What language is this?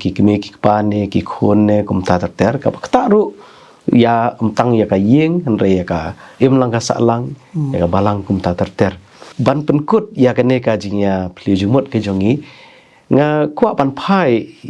Khasi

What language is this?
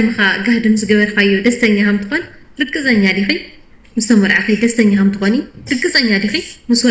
Tigrinya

